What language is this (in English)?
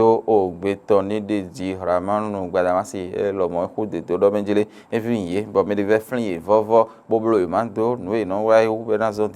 Fon